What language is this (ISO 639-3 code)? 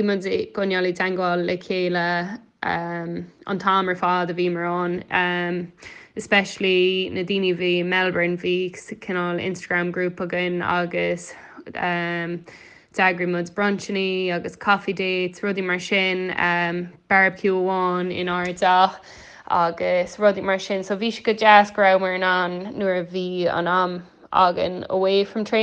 gle